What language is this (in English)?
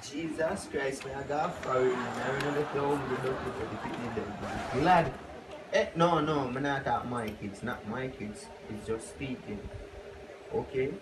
Jamaican Creole English